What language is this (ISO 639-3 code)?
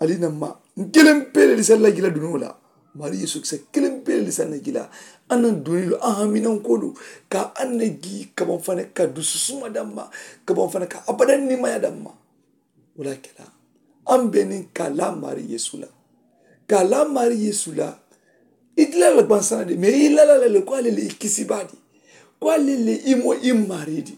man